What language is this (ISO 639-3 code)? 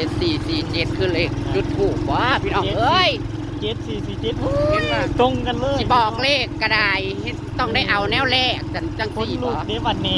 tts